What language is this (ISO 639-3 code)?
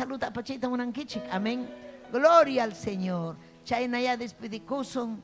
quy